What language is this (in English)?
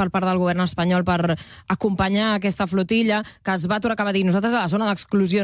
Catalan